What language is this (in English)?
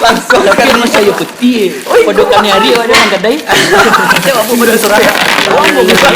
Minangkabau